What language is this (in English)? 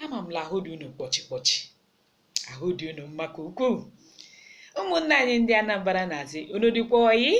Igbo